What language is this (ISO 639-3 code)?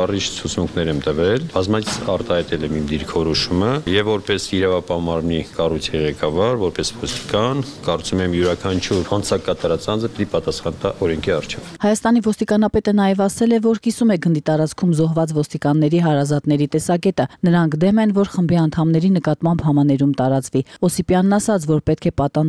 hye